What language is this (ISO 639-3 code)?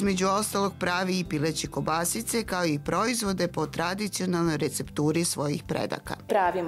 srp